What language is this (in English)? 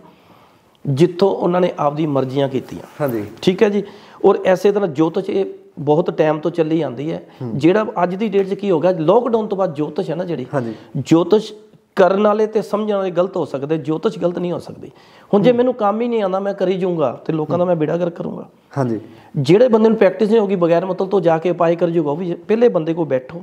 Punjabi